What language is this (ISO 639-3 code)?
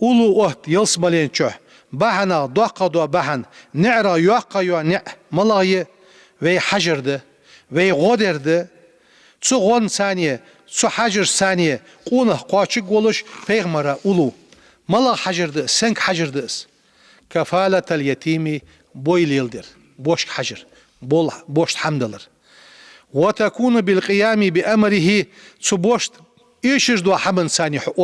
inh